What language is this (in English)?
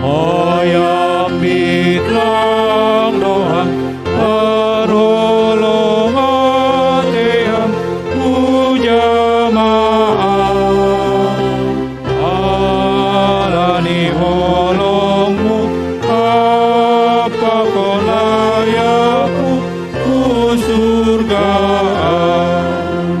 Batak Simalungun